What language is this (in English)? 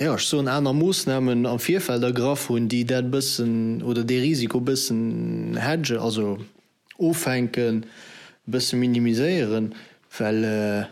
Luxembourgish